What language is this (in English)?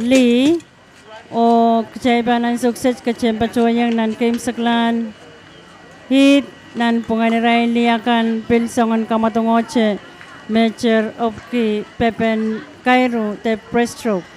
Pohnpeian